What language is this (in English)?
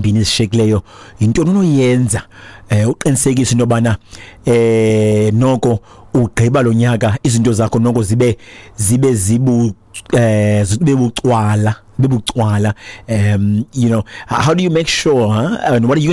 Xhosa